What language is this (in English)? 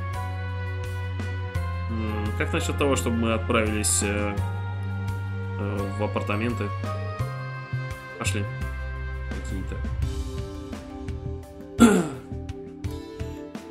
Russian